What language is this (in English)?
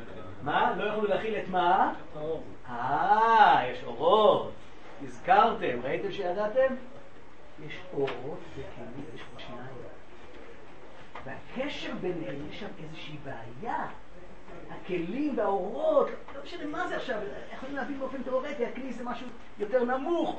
Hebrew